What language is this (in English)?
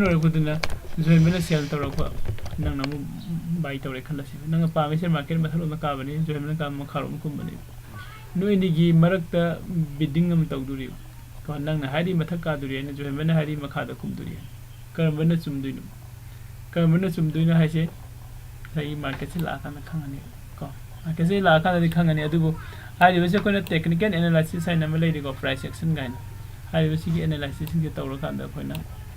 Manipuri